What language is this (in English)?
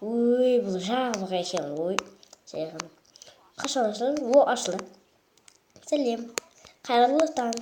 Kazakh